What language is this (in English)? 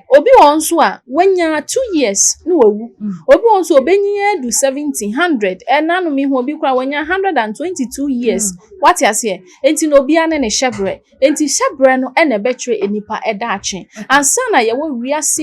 Akan